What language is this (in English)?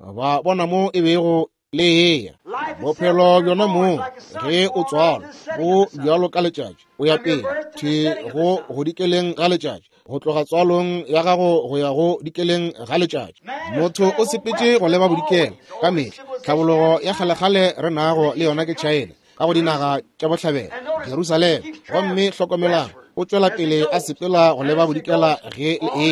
Northern Sotho